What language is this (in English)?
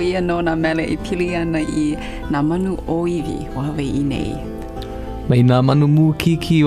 Hawaiian